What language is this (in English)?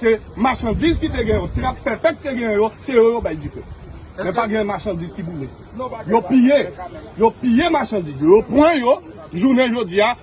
Haitian Creole